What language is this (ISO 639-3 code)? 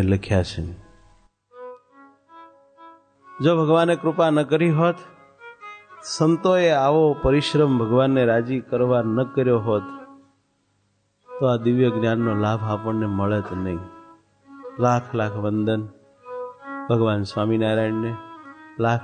guj